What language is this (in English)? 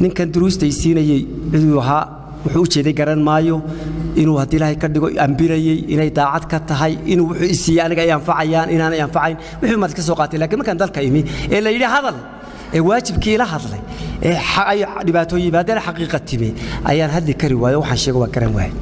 Somali